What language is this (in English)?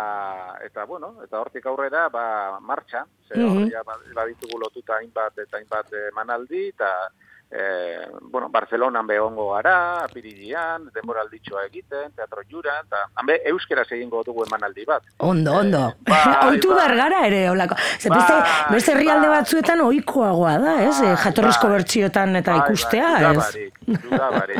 Basque